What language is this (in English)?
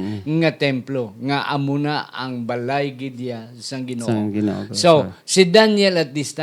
Hiligaynon